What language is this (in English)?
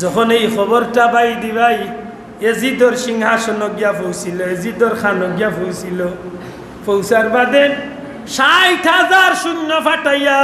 Sylheti